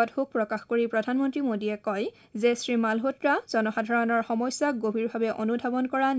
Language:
Assamese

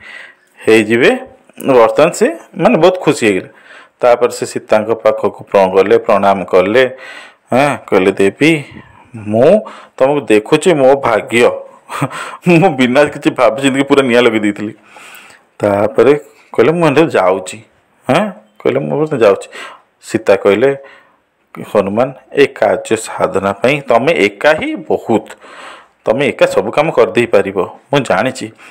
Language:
Odia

